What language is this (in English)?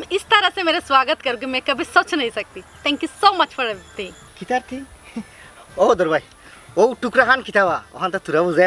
Sylheti